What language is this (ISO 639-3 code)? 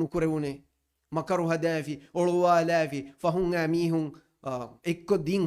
div